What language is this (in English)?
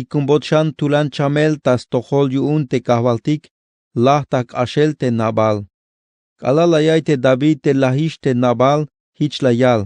Tzeltal